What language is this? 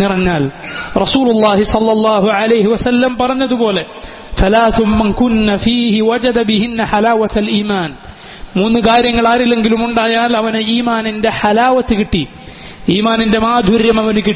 Malayalam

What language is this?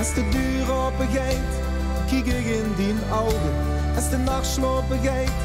Limburgish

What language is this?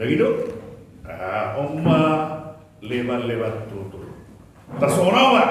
Batak Toba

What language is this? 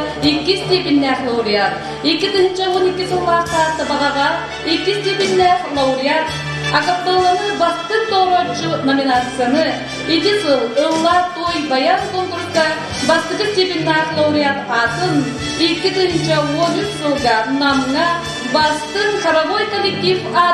Yakut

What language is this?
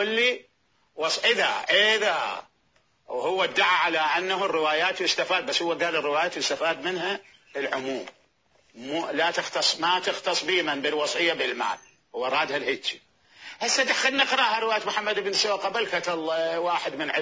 Mesopotamian Arabic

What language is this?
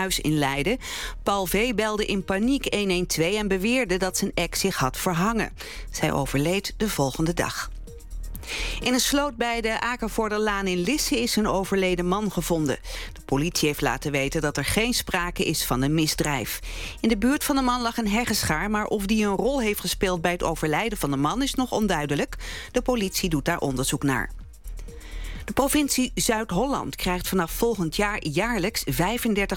Dutch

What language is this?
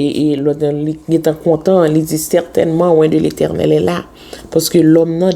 Haitian Creole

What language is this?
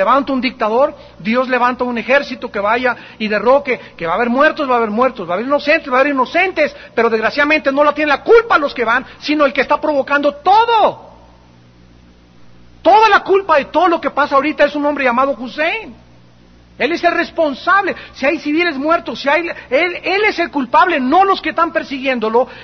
Spanish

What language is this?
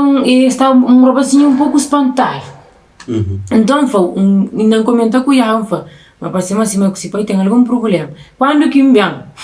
Kabuverdianu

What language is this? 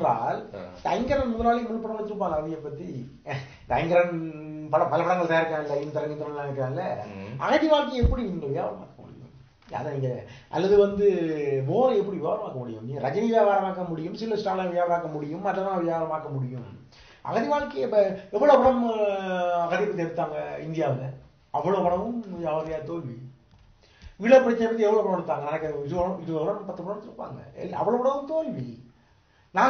Tamil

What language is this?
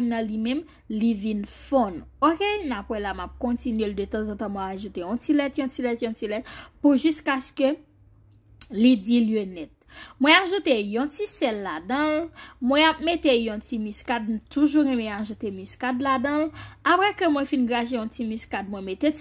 Haitian Creole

